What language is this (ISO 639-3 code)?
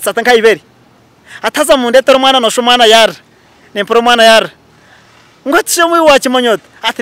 nyn